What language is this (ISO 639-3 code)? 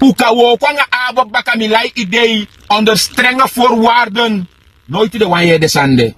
srn